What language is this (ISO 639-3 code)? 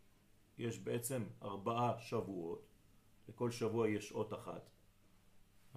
heb